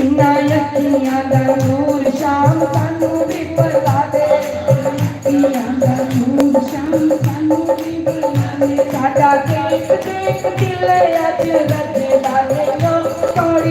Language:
Dogri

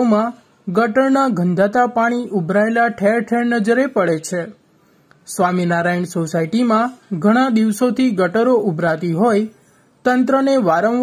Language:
Gujarati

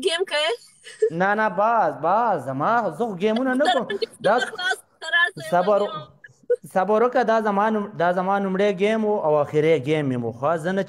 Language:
Pashto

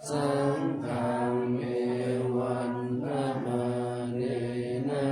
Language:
Pali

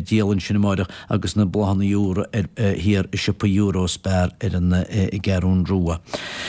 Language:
Irish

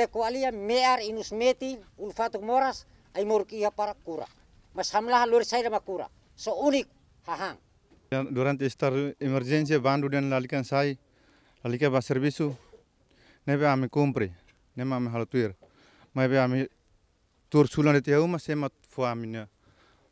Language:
Tetum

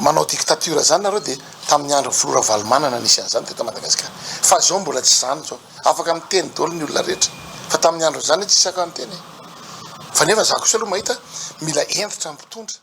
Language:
Malagasy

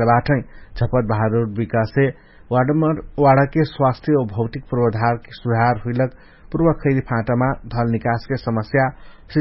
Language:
Dangaura Tharu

